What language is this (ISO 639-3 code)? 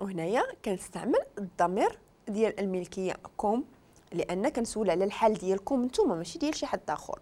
ary